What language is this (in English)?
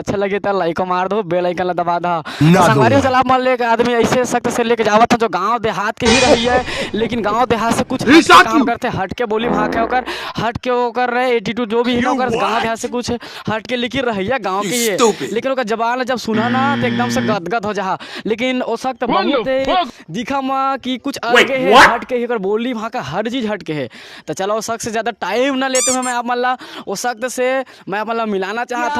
Chhattisgarhi